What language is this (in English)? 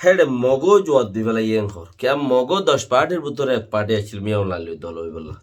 Rohingya